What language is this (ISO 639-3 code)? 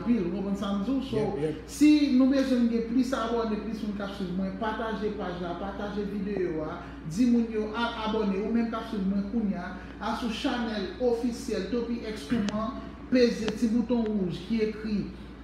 hat